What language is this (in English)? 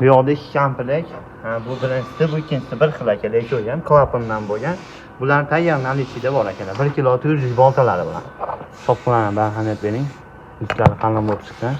Uzbek